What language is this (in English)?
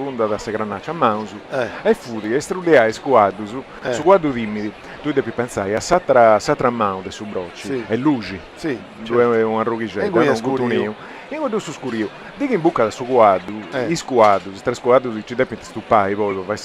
Sardinian